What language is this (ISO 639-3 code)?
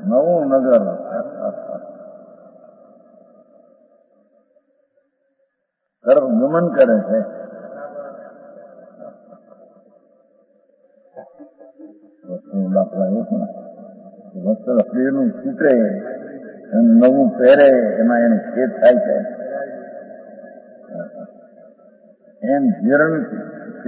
guj